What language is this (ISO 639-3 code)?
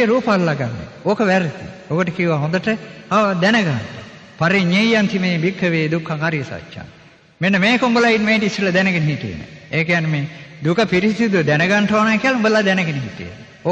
sin